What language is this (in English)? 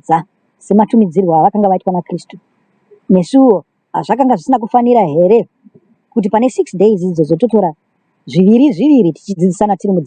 Shona